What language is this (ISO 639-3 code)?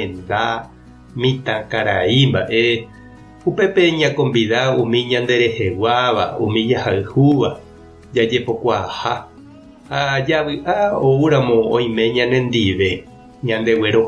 grn